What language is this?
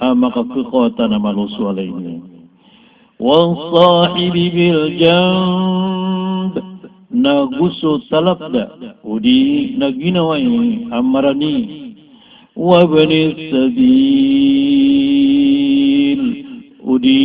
Maranao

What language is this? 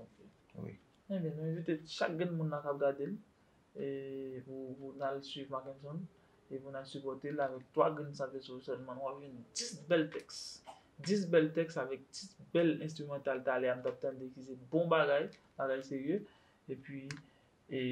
Haitian Creole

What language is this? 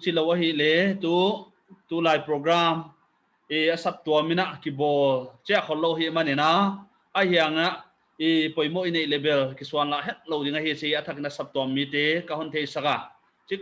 Paite Chin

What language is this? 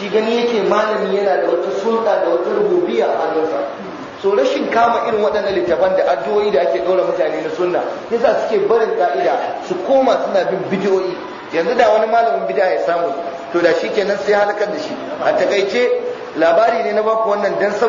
Hausa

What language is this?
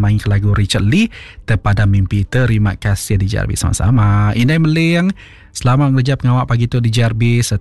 Iban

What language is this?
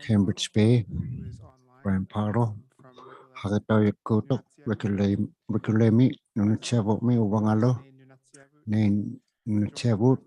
Inuktitut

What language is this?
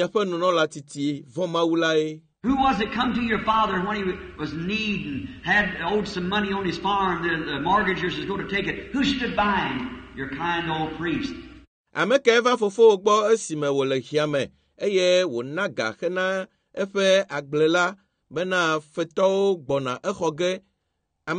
Ewe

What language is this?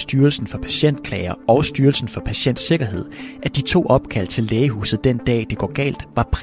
Danish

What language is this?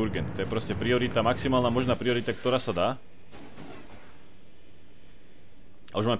Slovak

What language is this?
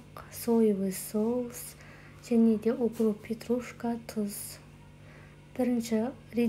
Kazakh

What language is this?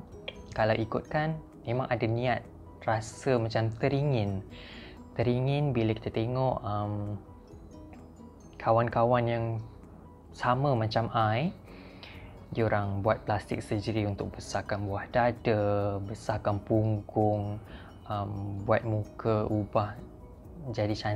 Malay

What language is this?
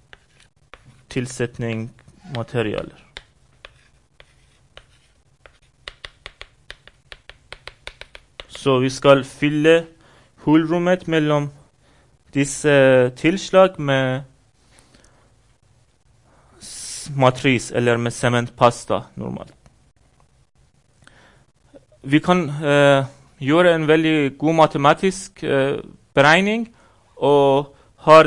Norwegian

